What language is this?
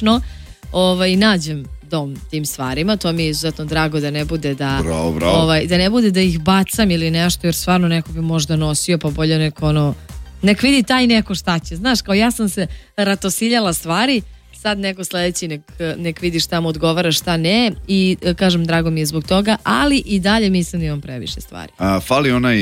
Serbian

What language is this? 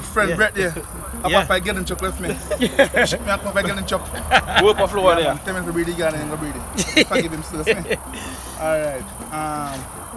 Jamaican Creole English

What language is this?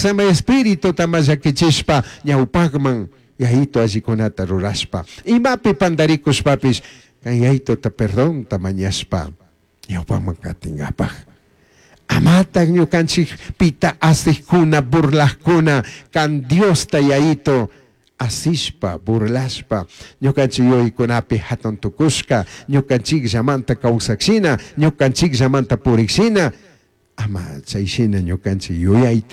Chimborazo Highland Quichua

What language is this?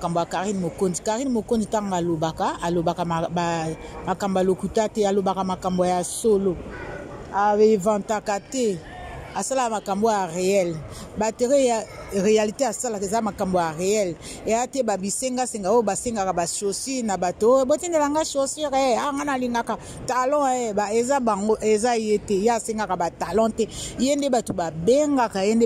Lingala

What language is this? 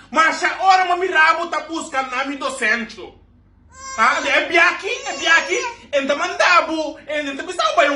Papiamento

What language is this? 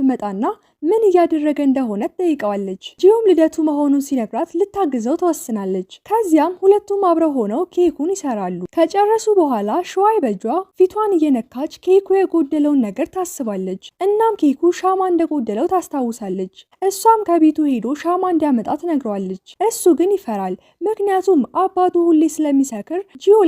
Amharic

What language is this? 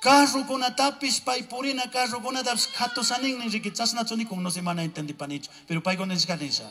Chimborazo Highland Quichua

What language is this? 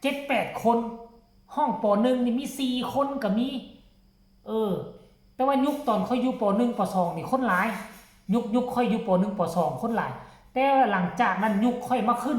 Lao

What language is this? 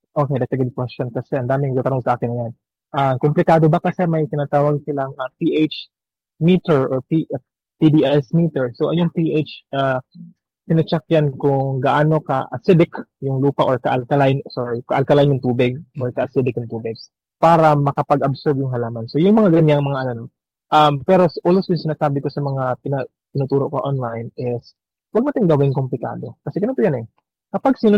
Filipino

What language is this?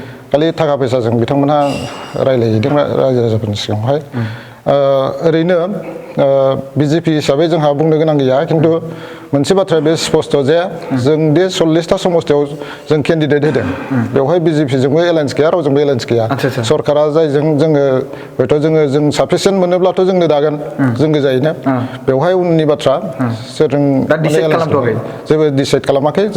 Bodo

